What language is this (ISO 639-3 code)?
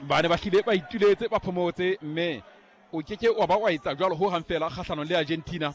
sot